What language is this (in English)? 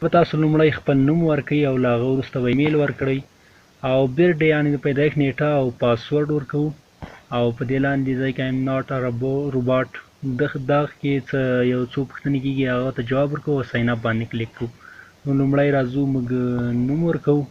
Pashto